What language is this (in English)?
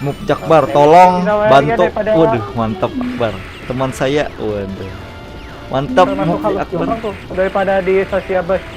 Banjar